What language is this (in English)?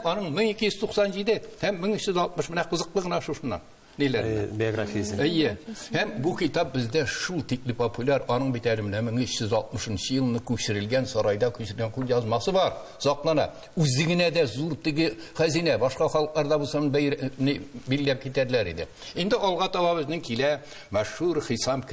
Tatar